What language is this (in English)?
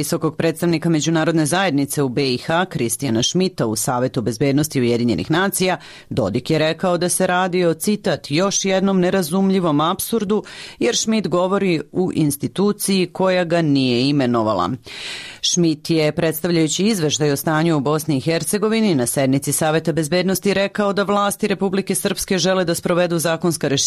Serbian